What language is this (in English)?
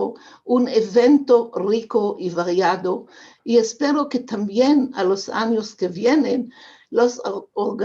Ladino